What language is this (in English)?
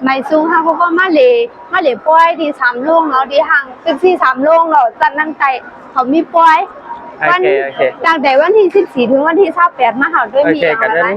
Shan